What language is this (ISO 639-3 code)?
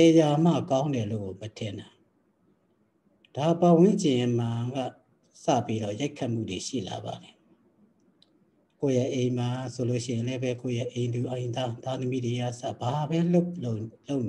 mya